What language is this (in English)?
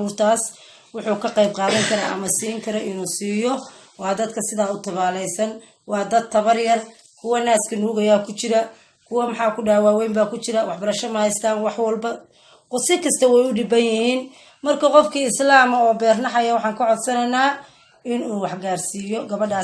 Somali